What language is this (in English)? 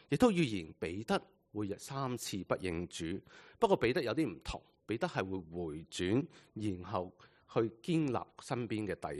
Cantonese